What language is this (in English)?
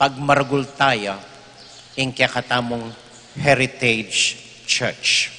Pampanga